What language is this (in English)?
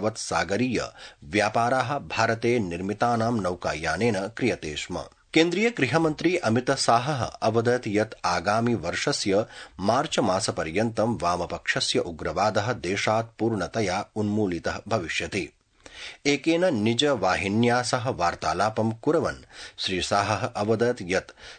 Sanskrit